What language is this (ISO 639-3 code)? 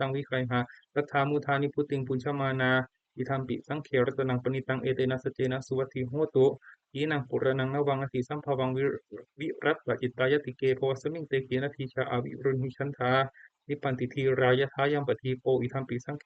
pli